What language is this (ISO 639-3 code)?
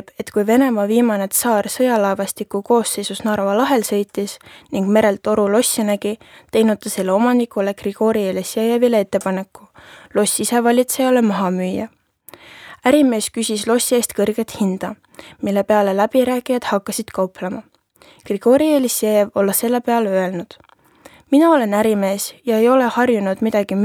est